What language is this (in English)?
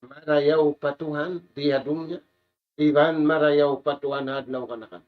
Tausug